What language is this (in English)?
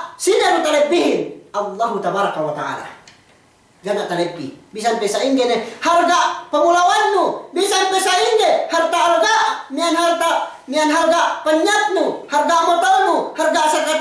Yakan